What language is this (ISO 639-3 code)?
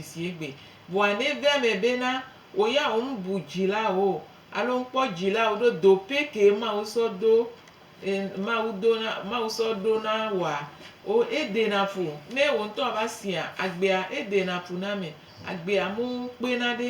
gej